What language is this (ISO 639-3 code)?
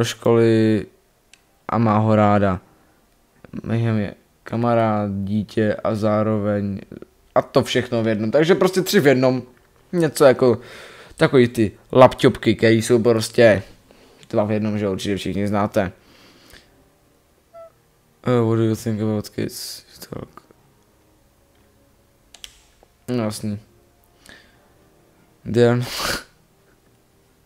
ces